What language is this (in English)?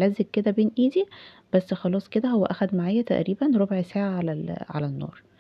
Egyptian Arabic